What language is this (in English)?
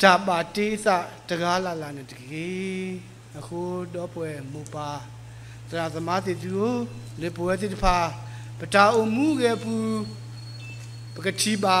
S'gaw Karen